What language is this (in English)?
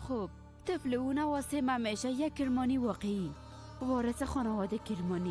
Persian